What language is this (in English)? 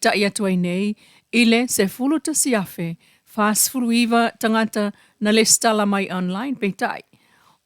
Samoan